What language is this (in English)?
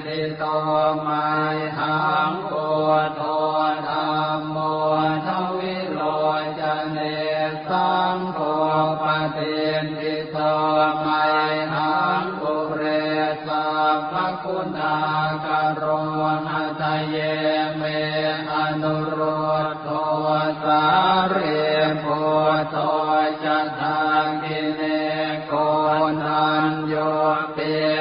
Pali